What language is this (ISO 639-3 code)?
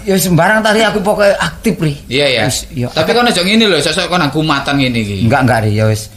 jav